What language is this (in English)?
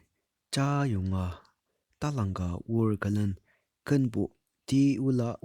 Ao Naga